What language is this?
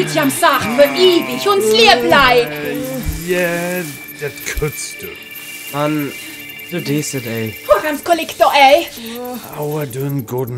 Northern Frisian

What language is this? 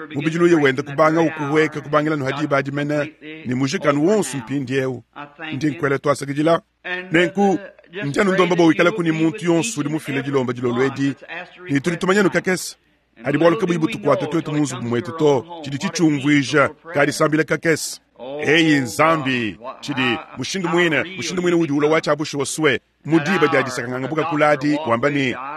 Luba-Lulua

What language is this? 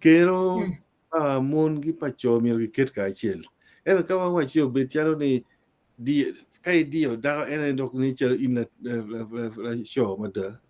Acoli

